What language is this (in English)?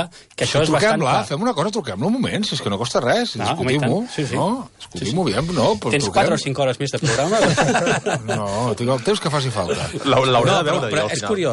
Catalan